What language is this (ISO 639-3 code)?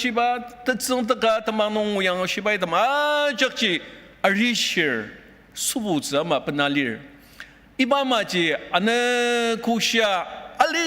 njo